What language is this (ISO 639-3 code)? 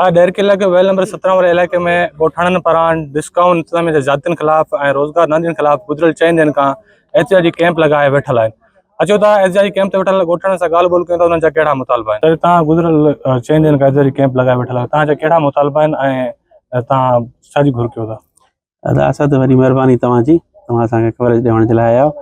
snd